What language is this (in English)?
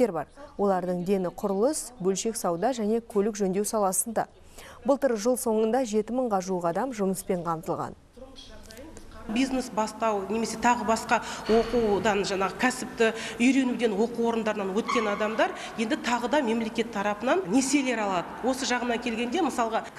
Kazakh